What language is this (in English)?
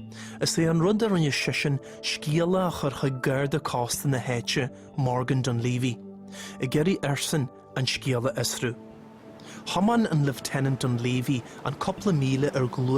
Irish